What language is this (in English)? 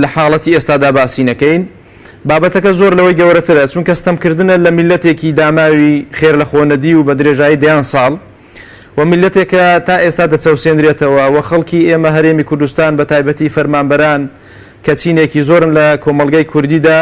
Central Kurdish